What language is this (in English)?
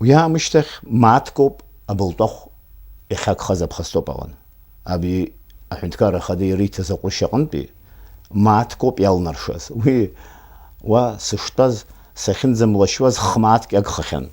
Abkhazian